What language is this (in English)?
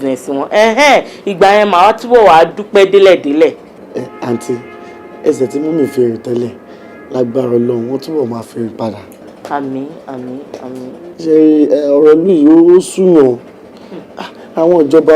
Yoruba